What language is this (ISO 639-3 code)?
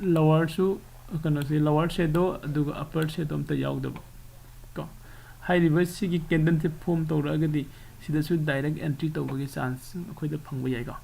mni